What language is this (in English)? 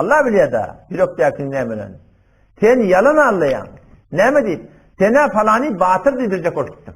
Turkmen